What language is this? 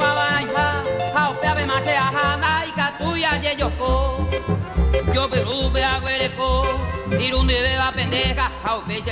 Guarani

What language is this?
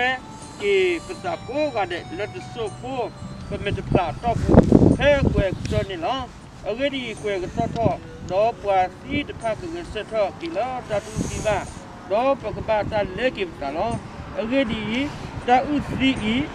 S'gaw Karen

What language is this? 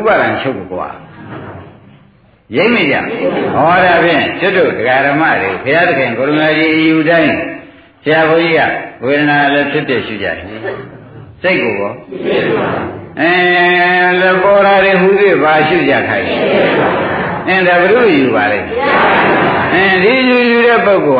Burmese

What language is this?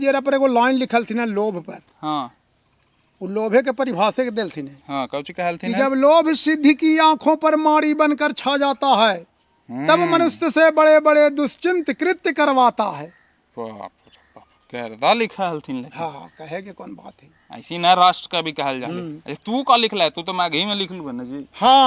Magahi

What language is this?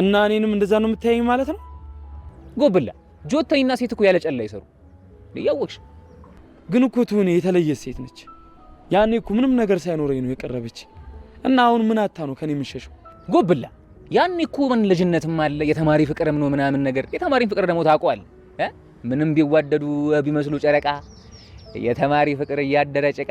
Amharic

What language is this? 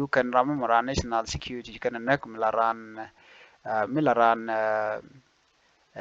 Nuer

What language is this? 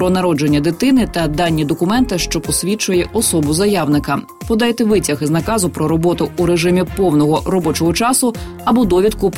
Ukrainian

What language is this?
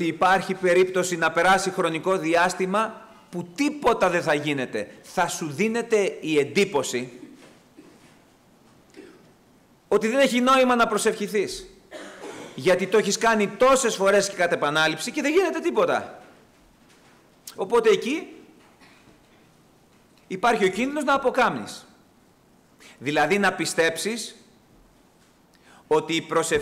Greek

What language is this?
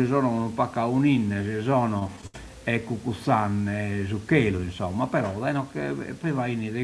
Sardinian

